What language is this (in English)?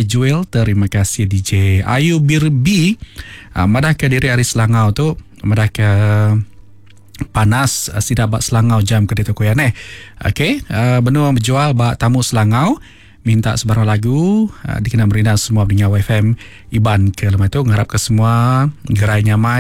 Iban